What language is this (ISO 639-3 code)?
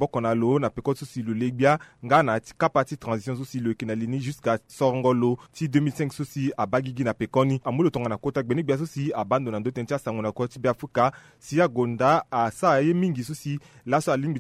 sag